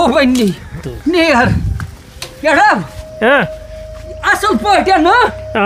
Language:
Kashmiri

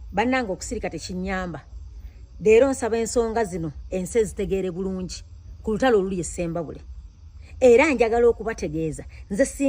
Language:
Ganda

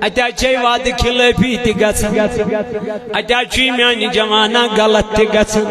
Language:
Kashmiri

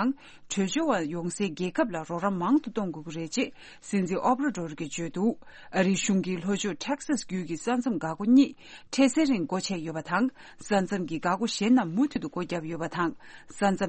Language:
Tibetan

